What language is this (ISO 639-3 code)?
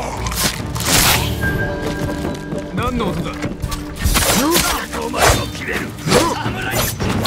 jpn